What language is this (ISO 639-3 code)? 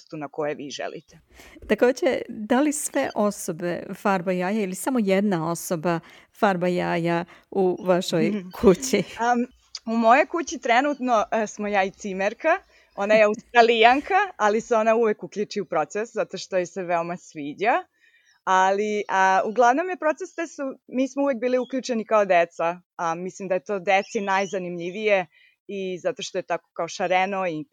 srp